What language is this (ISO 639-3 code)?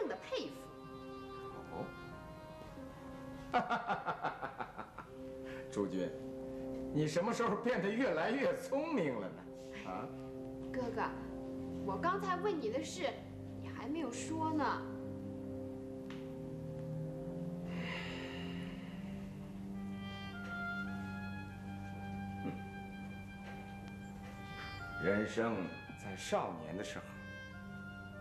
zho